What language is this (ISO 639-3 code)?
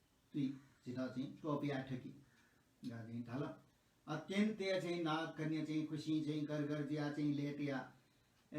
new